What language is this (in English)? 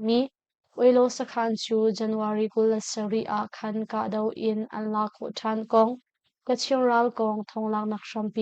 Hakha Chin